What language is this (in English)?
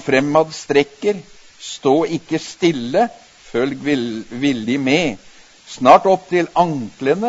Norwegian